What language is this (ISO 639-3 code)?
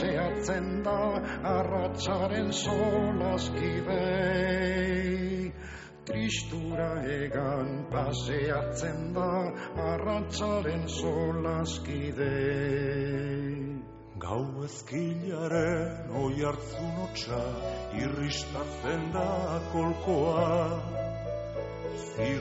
eus